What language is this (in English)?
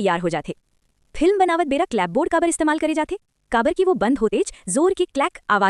Chhattisgarhi